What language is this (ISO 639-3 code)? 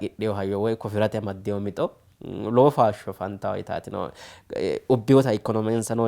sid